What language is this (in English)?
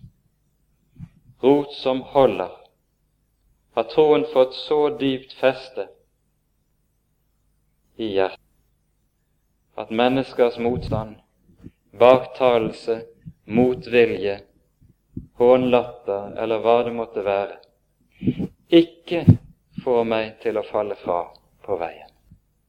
Norwegian